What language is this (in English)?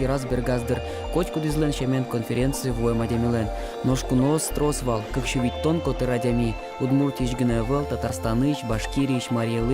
Udmurt